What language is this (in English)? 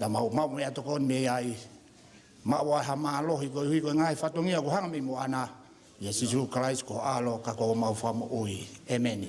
Tongan